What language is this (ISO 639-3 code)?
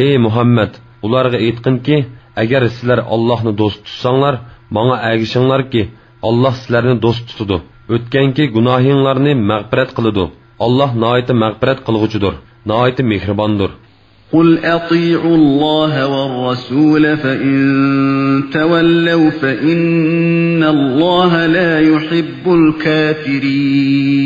uig